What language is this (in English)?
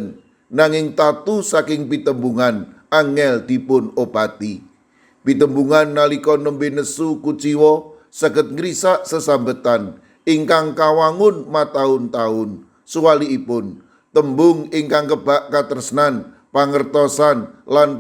Javanese